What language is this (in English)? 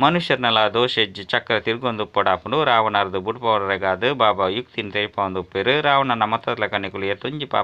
Tulu